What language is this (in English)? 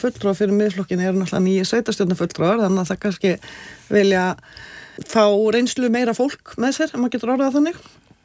Icelandic